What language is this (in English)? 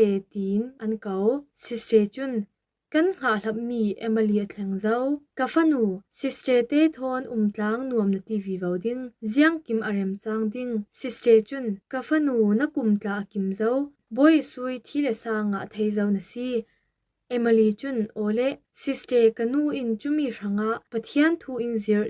Falam Chin